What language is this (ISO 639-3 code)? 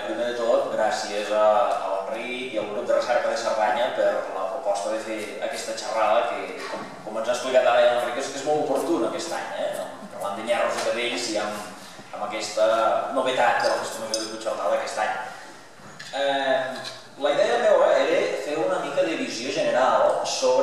cat